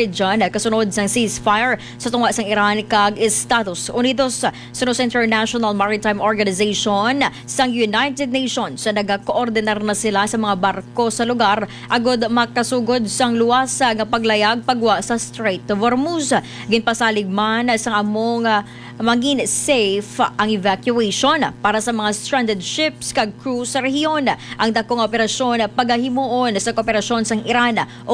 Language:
Hiligaynon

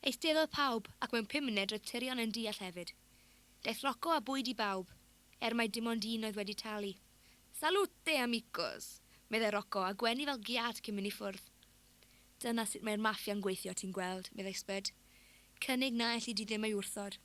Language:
Welsh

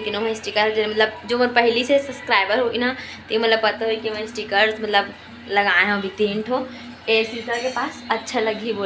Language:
Chhattisgarhi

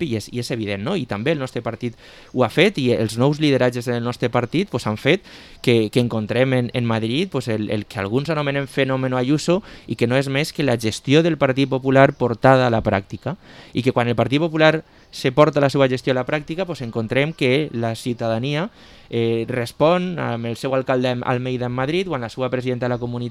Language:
Catalan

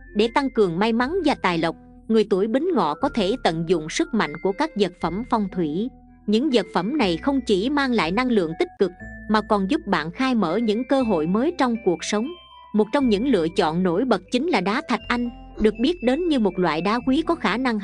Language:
Vietnamese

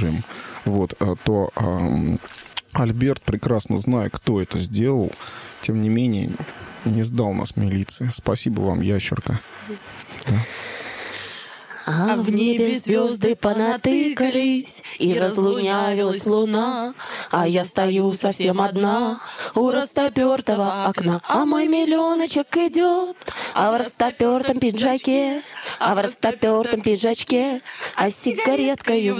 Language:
Russian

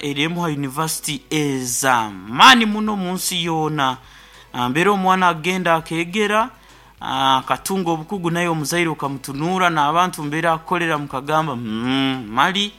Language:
Nyankole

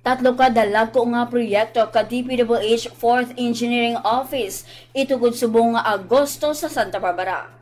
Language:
Hiligaynon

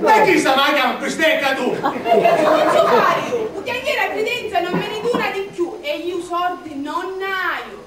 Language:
Sicilian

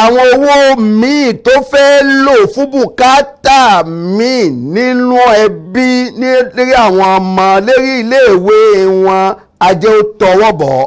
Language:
Yoruba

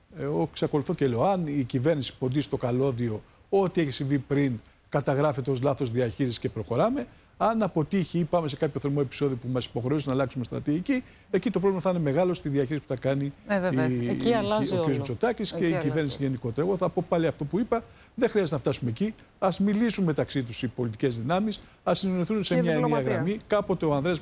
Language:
Greek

